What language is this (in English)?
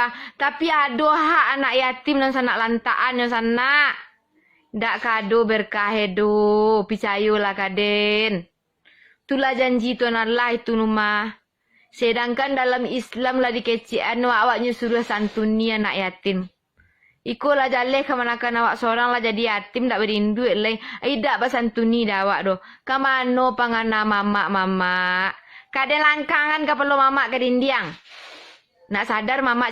Minangkabau